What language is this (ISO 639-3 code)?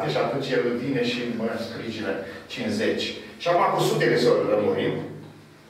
ron